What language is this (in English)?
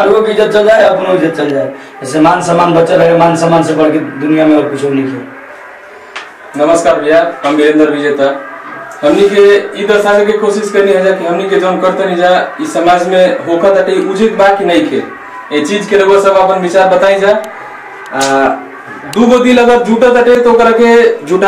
Bhojpuri